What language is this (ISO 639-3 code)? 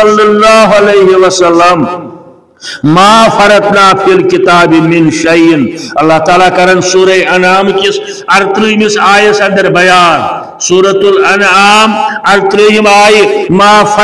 kas